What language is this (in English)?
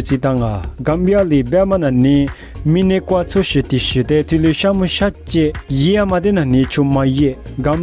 Lisu